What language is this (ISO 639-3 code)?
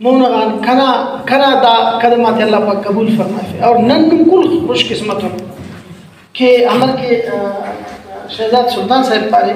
brh